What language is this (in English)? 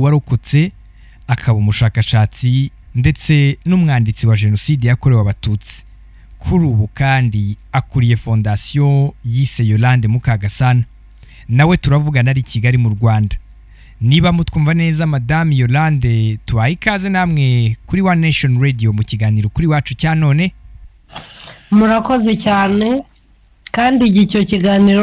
Kinyarwanda